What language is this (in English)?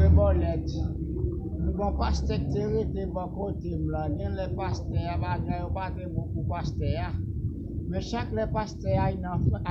Haitian Creole